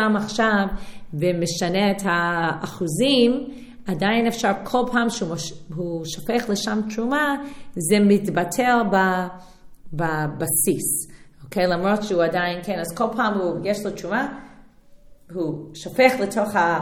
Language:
Hebrew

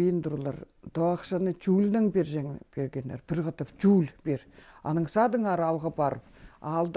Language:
Khakas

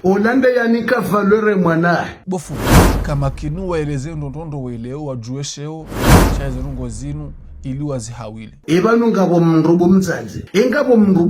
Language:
Ngazidja Comorian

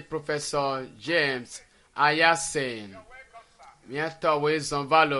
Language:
Ewe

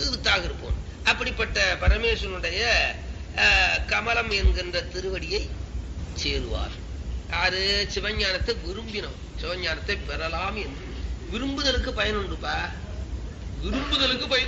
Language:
Tamil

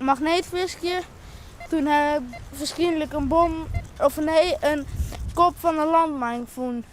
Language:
Western Frisian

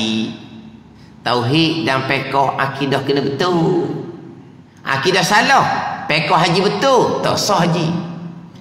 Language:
Malay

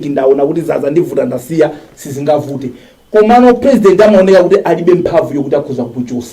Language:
Nyanja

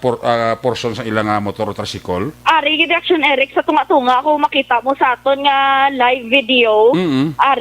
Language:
Hiligaynon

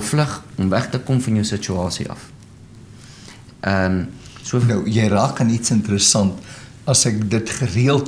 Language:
Afrikaans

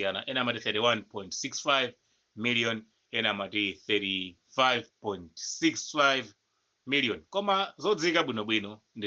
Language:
Nyanja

